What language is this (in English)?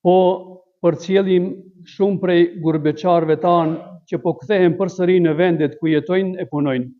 Albanian